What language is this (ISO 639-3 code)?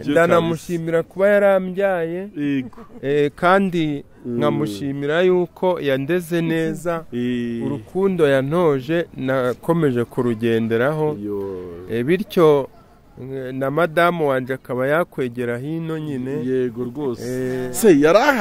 kin